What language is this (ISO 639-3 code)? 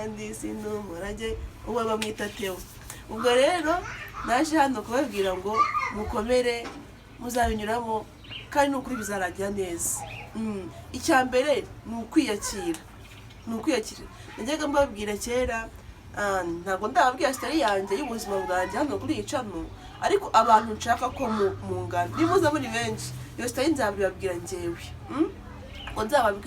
kin